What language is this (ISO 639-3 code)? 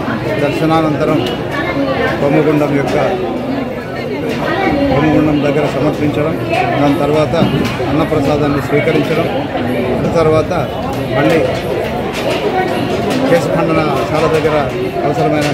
tel